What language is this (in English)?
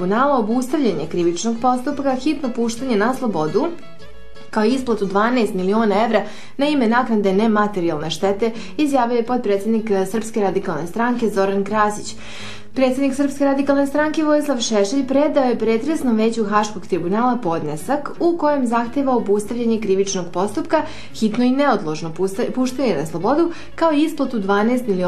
Serbian